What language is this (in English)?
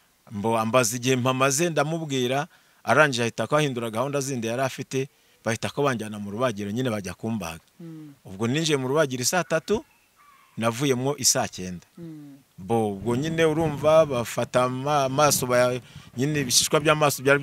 Kinyarwanda